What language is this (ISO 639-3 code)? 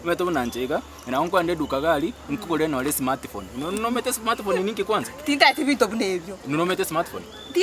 guz